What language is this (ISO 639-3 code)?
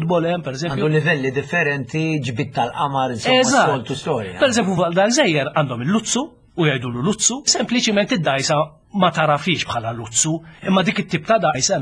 mlt